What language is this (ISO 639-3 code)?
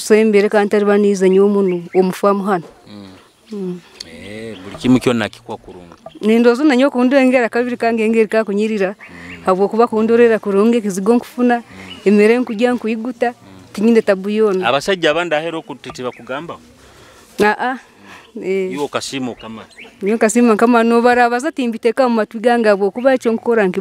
nyo